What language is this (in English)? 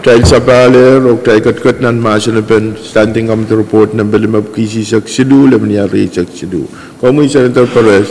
Pohnpeian